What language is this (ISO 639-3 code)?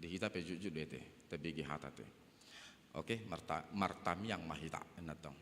bbc